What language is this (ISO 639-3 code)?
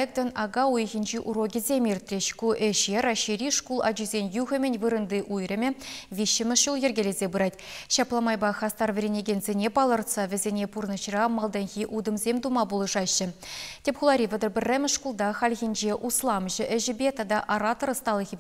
chv